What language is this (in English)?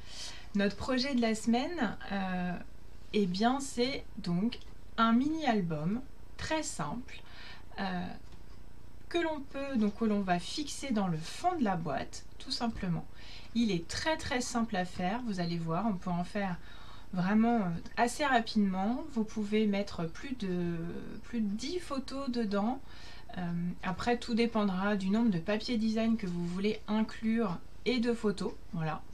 French